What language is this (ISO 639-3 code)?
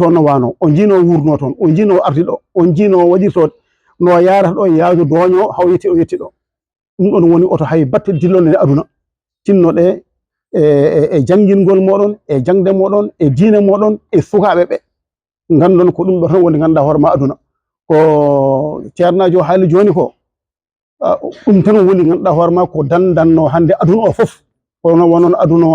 ful